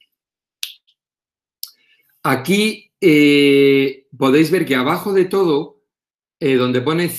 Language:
Spanish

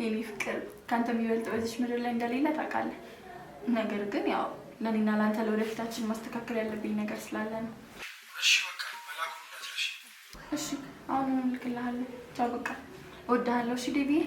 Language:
Amharic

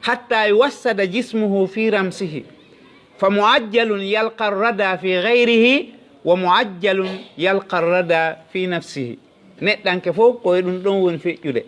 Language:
Fula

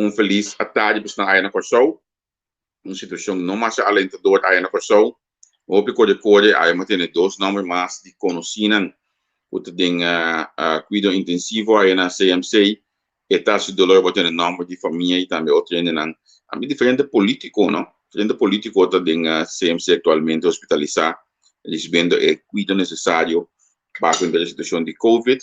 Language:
Papiamento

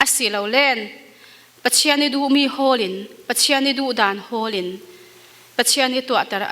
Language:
Falam Chin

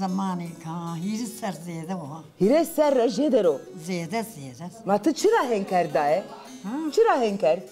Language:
Zaza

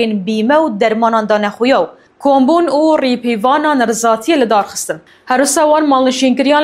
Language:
Kurdish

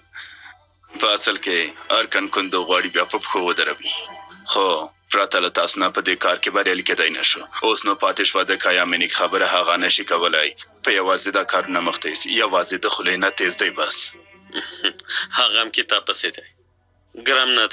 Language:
Pashto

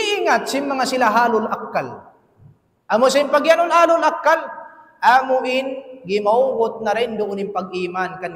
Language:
Tausug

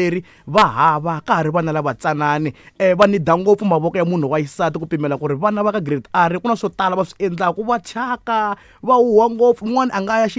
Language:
Tsonga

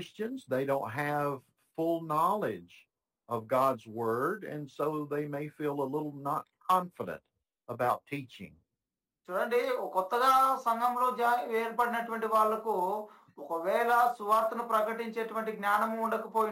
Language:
Telugu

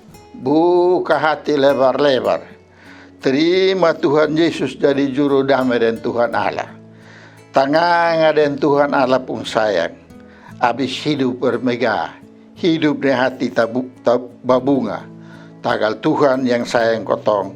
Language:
Kupang Malay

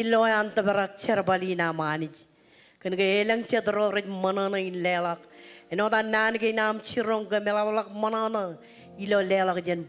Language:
Marshallese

